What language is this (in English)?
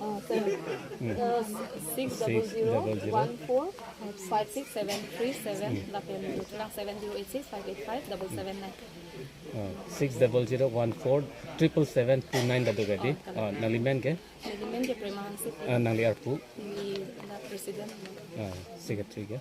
Karbi